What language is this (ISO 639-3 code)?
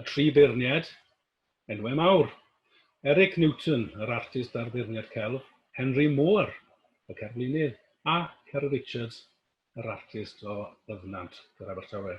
cym